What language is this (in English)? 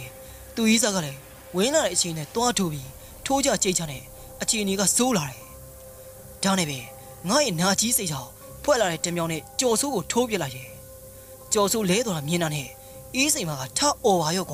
Burmese